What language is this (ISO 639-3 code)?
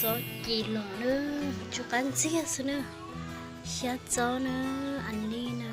hmn